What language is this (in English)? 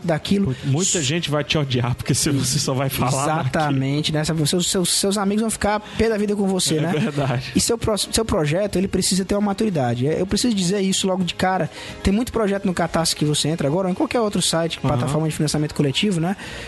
Portuguese